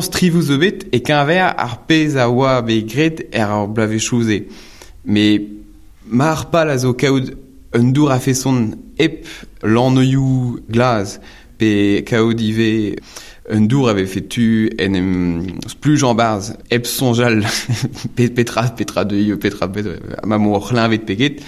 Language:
Breton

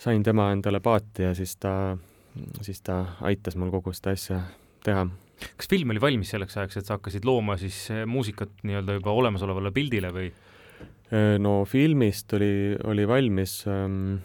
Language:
Estonian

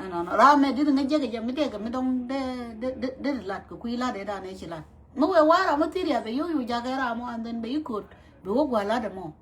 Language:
Nuer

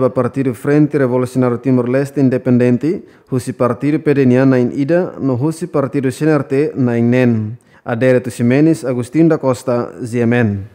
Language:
Tetum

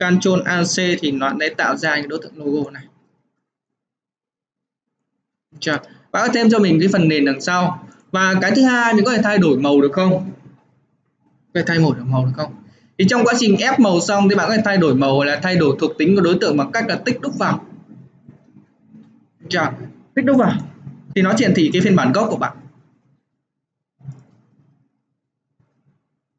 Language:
Vietnamese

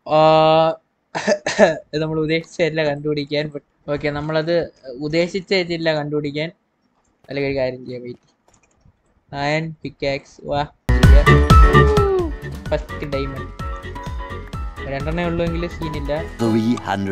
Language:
Malayalam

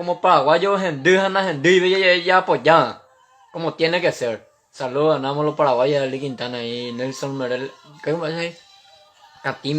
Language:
Guarani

